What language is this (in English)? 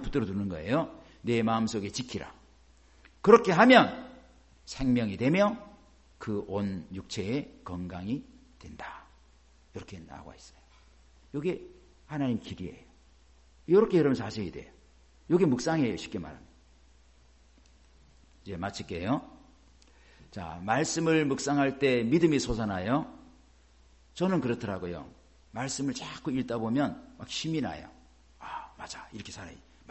Korean